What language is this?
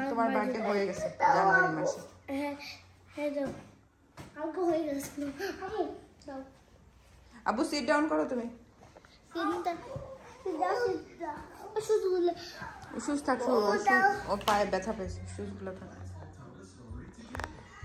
Bangla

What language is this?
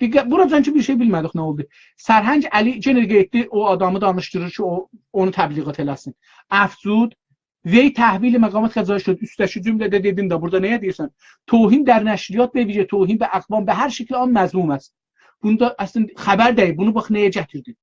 South Azerbaijani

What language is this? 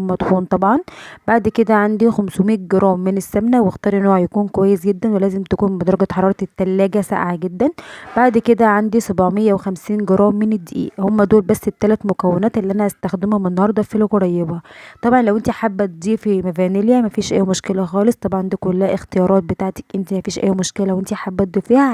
Egyptian Arabic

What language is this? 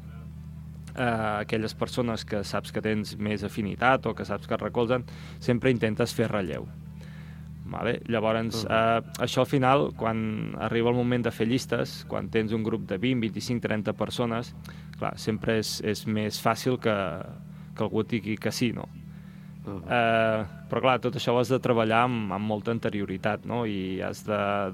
Catalan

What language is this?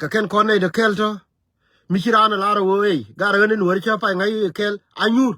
Nuer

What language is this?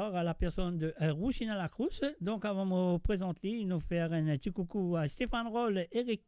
Morisyen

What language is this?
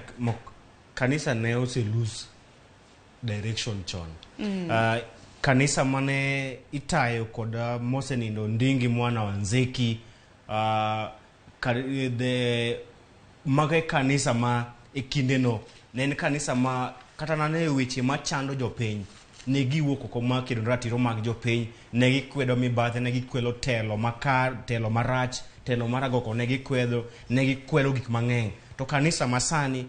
Luo (Kenya and Tanzania)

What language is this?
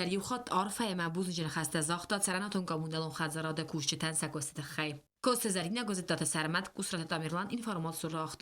Ossetic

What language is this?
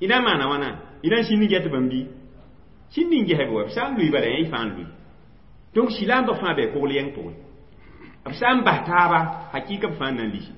Mossi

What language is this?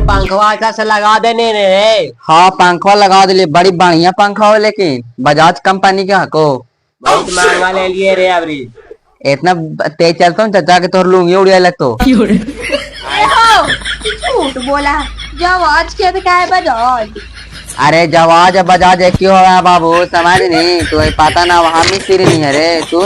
Magahi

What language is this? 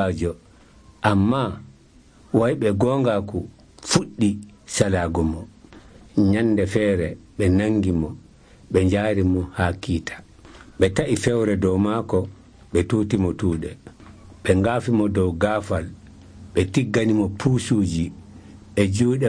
Nigerian Fulfulde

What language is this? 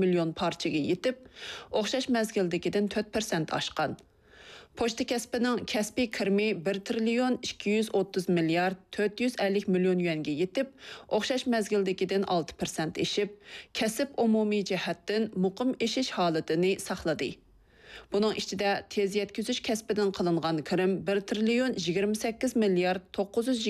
Uyghur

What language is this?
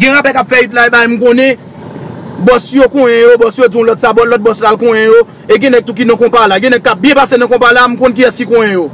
Haitian Creole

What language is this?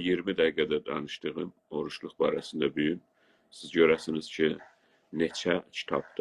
South Azerbaijani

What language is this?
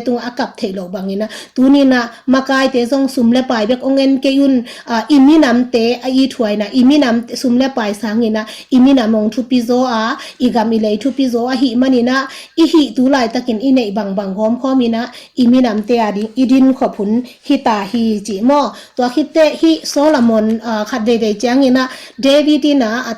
Tedim Chin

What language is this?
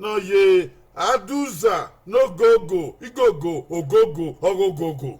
Bini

